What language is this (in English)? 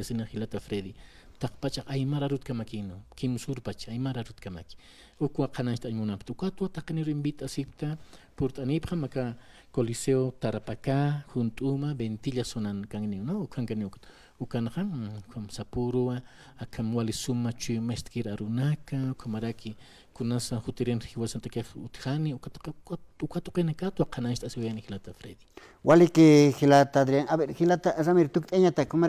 Aymara